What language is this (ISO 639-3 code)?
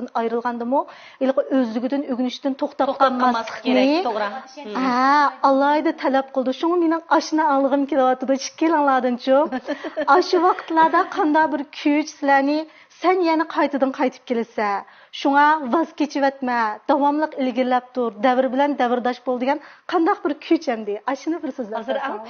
uig